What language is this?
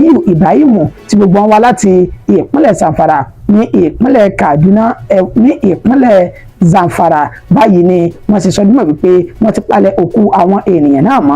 Yoruba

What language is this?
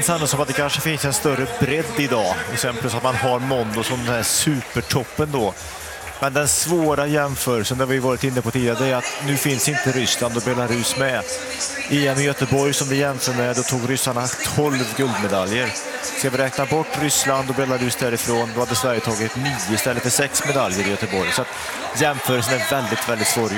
Swedish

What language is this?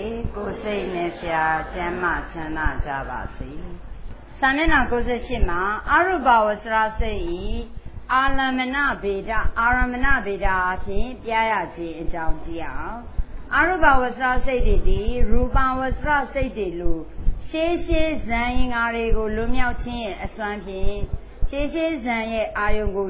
Burmese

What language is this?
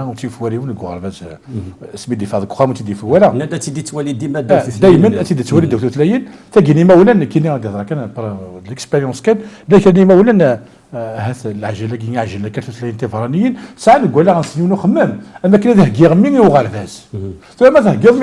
Kabyle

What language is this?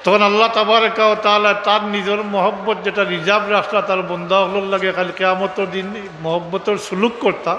Sylheti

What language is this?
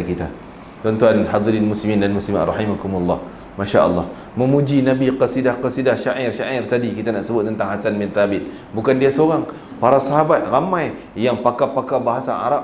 Malay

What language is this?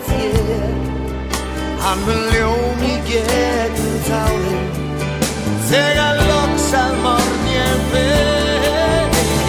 Icelandic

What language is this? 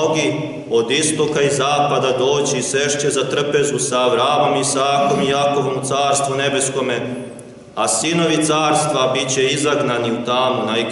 Serbian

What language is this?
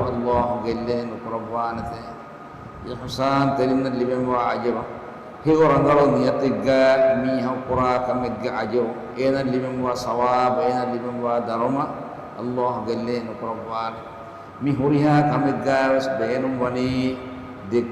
Divehi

